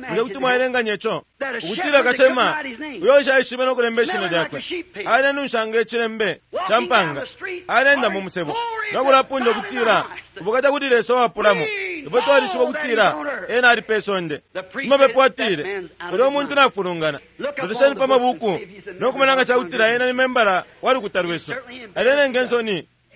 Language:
Bemba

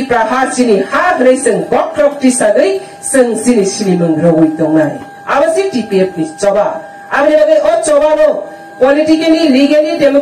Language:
Kok Borok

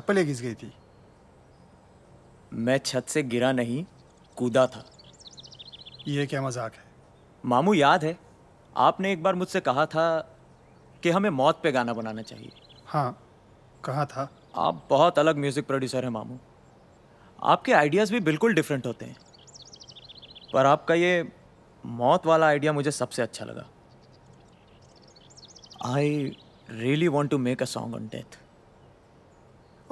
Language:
Hindi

